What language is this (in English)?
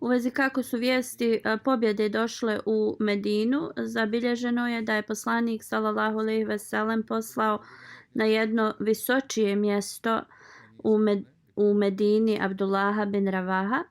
Bosnian